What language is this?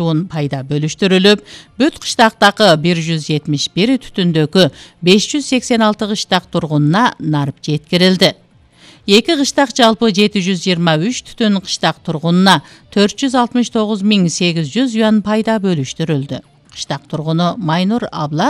Kyrgyz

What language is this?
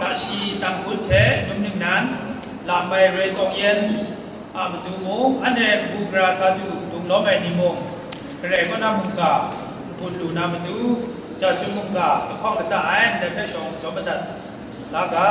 Kachin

